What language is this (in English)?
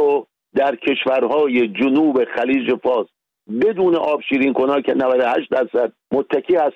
Persian